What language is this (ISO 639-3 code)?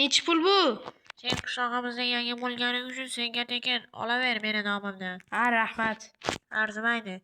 uzb